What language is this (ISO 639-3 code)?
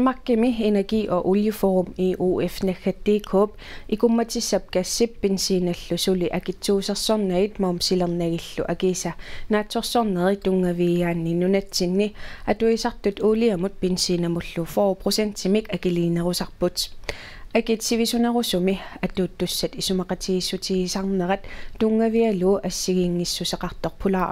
kal